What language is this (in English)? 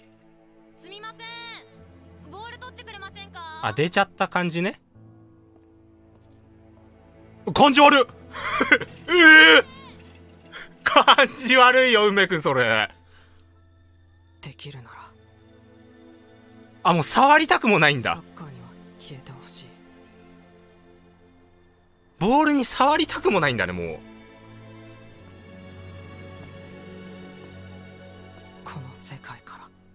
Japanese